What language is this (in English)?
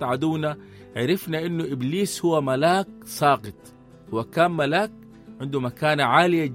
Sudanese Arabic